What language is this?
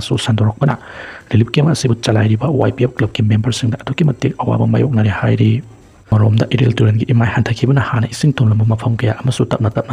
Manipuri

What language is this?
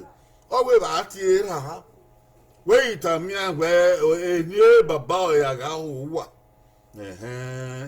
Bini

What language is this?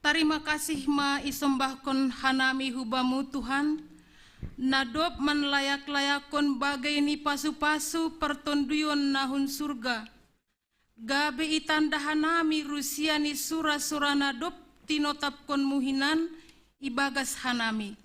Batak Simalungun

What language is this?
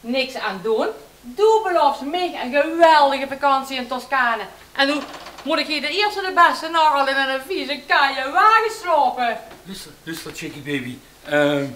Limburgish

